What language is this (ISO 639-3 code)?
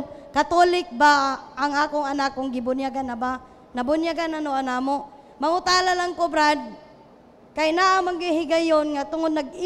ceb